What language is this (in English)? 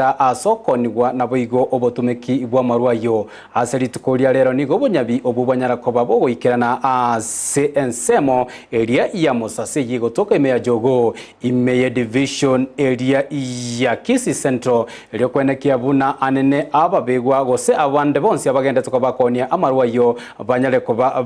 Gusii